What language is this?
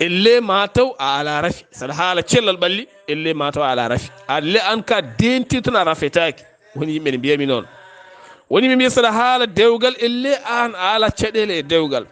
Fula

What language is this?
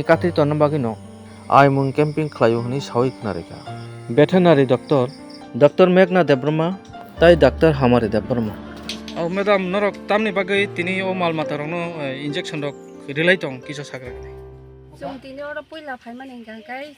Kok Borok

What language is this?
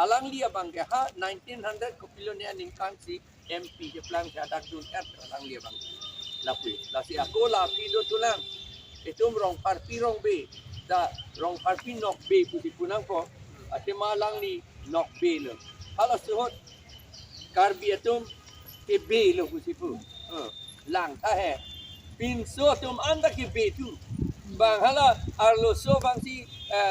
Karbi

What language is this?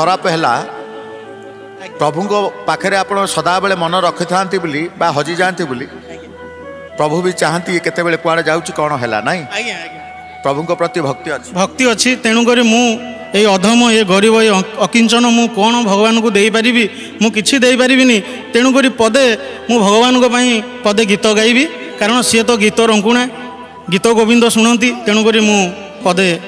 Odia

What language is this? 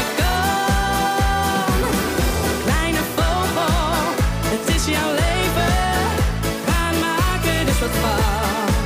Dutch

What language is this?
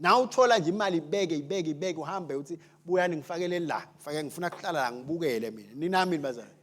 Swati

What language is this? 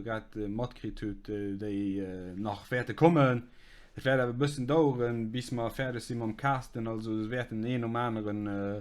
Luxembourgish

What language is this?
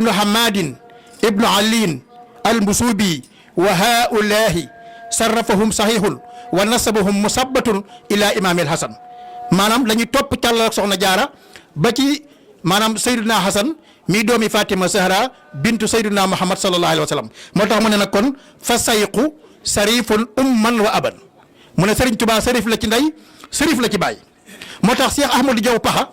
Wolof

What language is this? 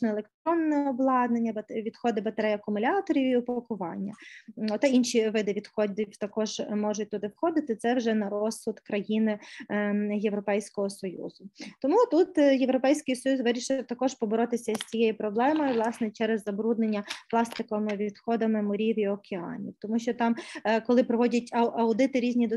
Ukrainian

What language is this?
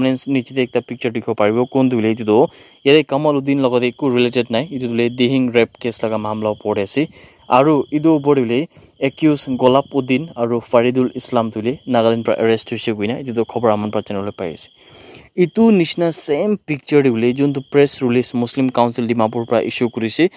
Naga Pidgin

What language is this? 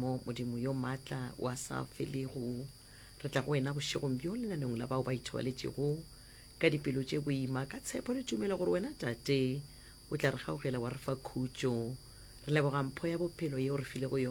Northern Sotho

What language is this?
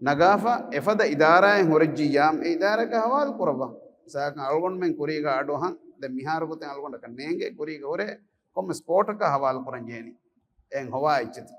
Divehi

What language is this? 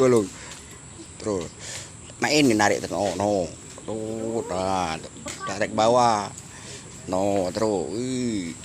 Musi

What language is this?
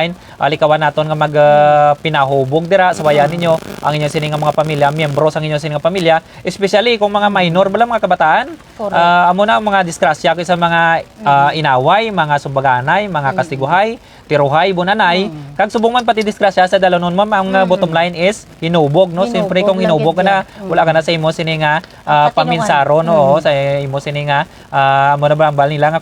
Hiligaynon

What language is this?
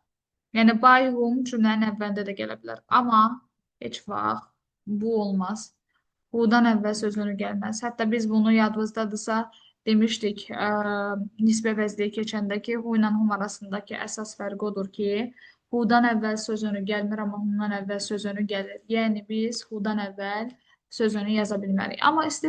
Azerbaijani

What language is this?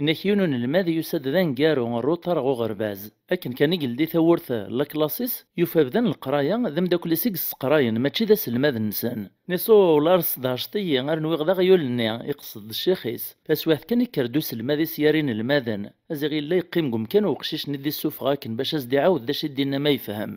Kabyle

